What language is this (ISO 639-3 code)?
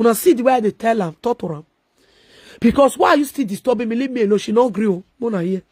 pcm